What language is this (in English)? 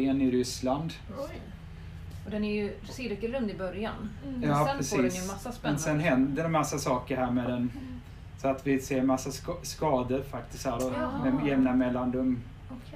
Swedish